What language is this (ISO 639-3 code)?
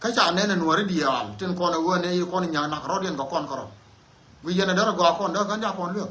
nus